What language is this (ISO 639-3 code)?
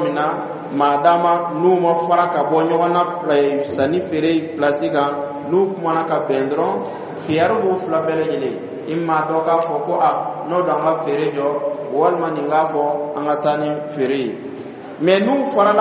dyu